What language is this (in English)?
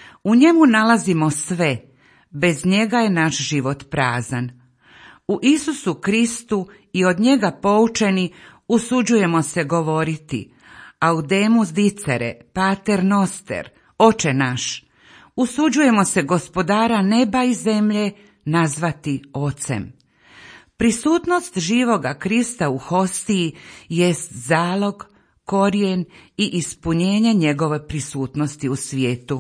Croatian